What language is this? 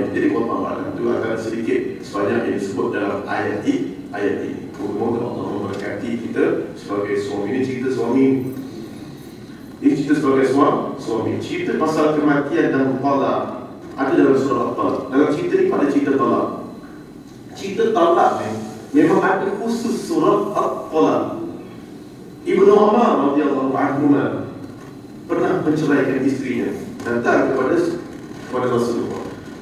Malay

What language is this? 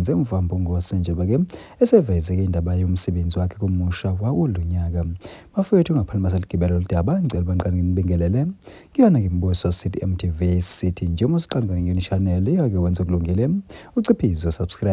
Zulu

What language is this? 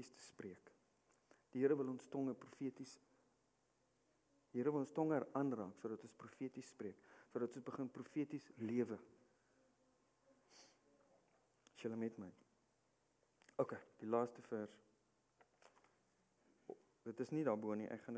Afrikaans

